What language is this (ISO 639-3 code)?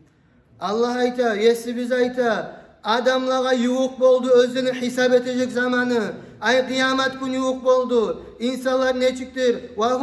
kum